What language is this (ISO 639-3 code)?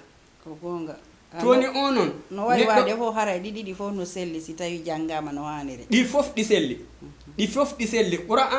ful